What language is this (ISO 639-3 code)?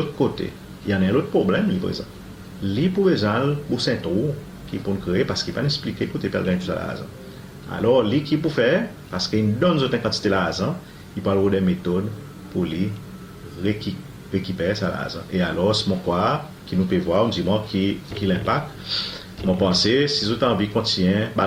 crs